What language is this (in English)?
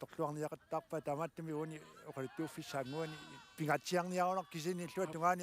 Kalaallisut